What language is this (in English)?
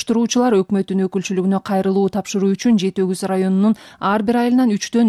Kyrgyz